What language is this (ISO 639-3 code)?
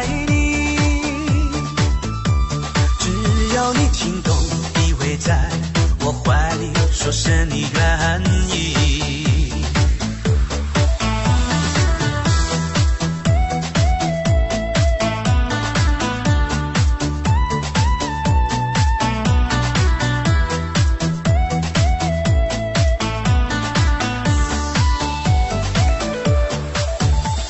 zho